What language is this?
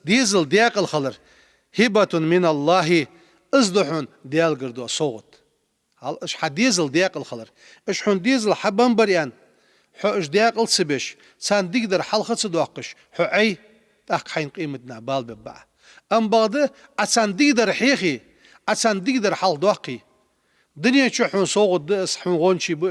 Ingush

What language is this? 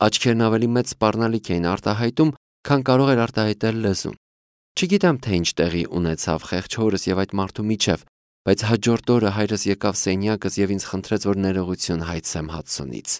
Armenian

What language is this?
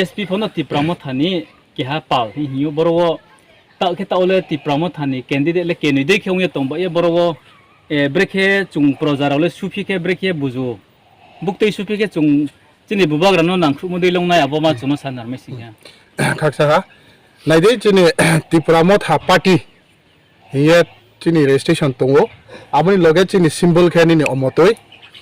Riang (India)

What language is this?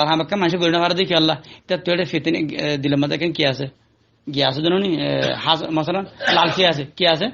Rohingya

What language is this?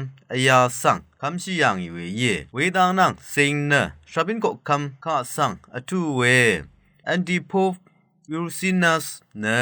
Rawang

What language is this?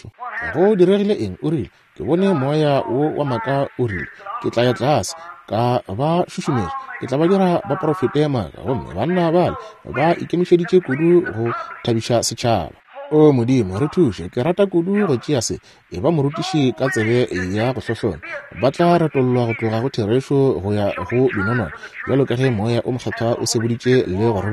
Northern Sotho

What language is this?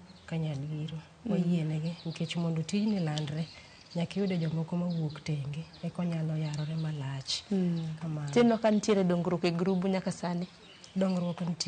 Luo (Kenya and Tanzania)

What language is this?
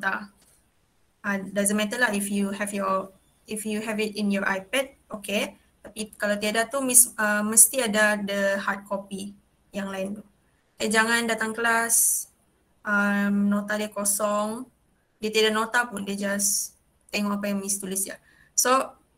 Malay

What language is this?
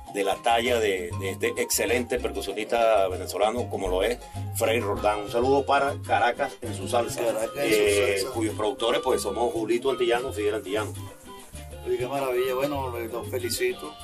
Spanish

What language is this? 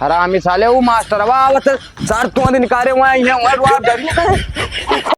Awadhi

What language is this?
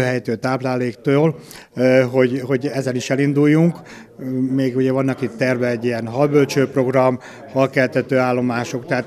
Hungarian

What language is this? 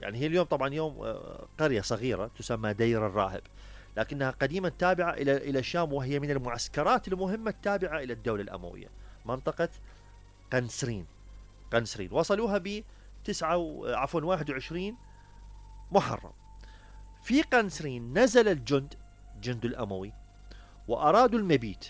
Mesopotamian Arabic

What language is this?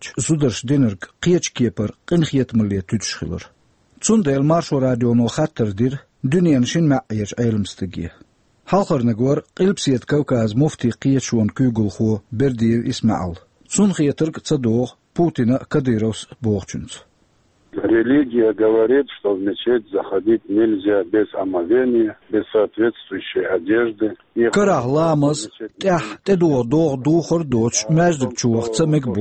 Chechen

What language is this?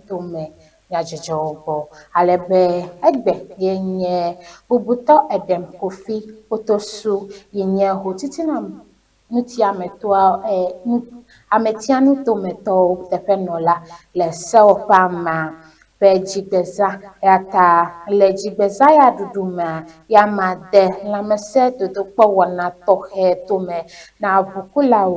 Ewe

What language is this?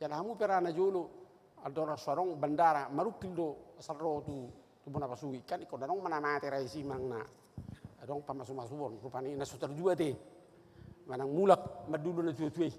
Batak Toba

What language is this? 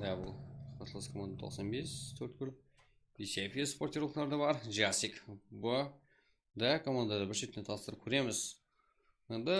Kara-Kalpak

